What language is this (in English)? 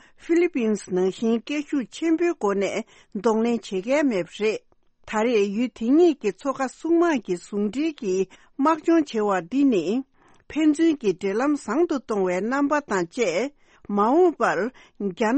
Tibetan